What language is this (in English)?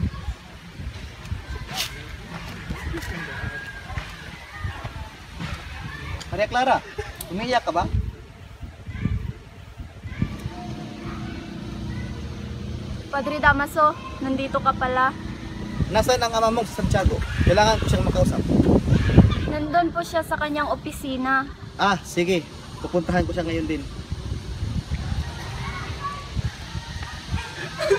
Filipino